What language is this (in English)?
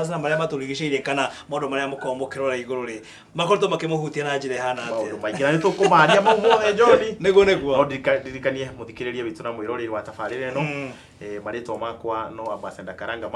Kikuyu